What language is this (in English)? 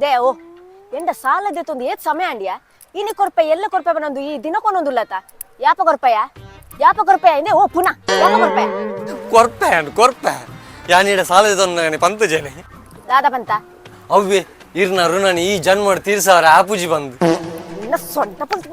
Tulu